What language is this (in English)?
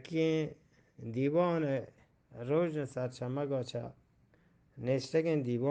Eastern Balochi